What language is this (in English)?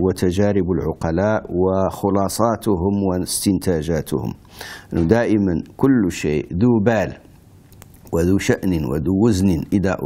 Arabic